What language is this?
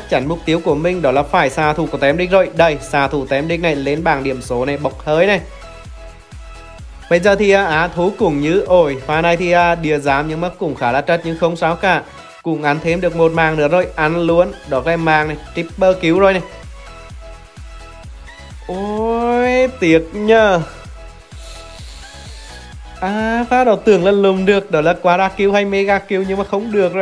Vietnamese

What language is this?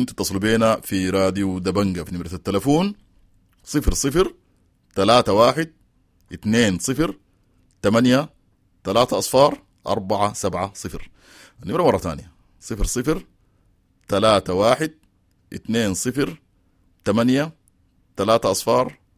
Sudanese Arabic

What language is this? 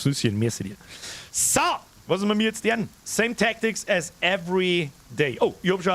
Bavarian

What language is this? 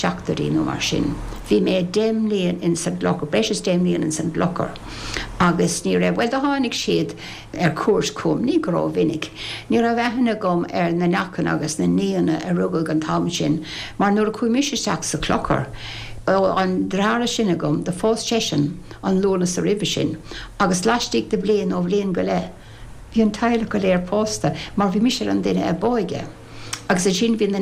Irish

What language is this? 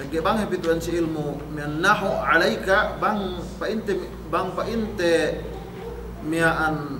Yakan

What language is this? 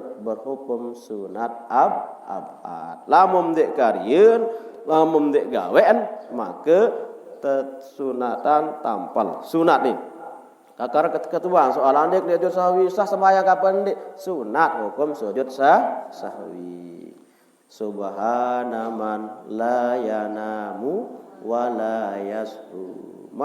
Sasak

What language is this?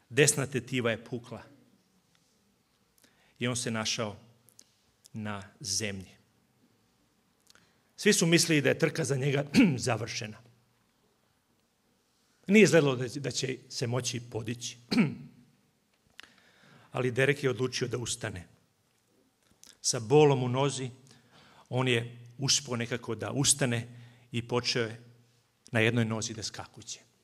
Serbian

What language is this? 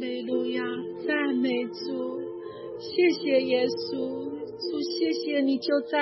Chinese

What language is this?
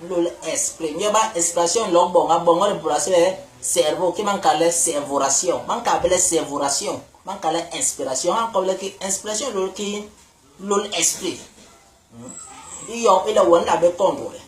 Basaa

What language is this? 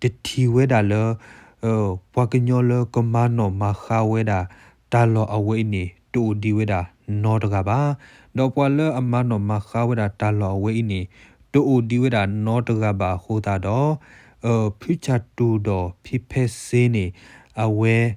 S'gaw Karen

